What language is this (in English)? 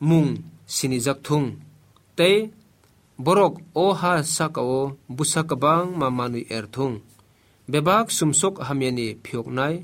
Kok Borok